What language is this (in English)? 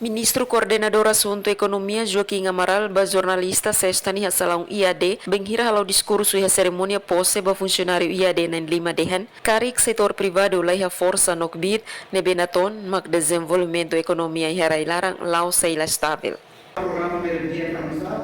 Tetum